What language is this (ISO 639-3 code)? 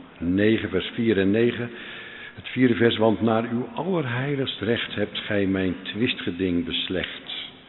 nld